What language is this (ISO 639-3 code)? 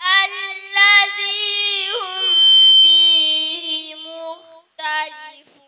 ful